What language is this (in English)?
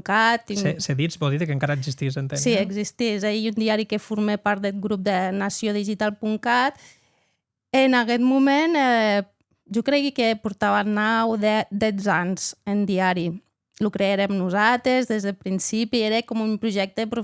Occitan